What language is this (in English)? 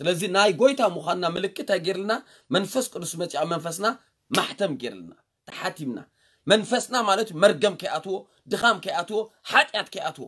Tigrinya